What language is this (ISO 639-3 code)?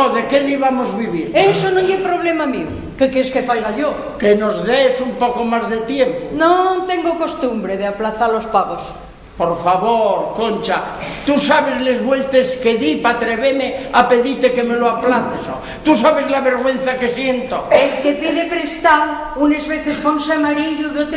ast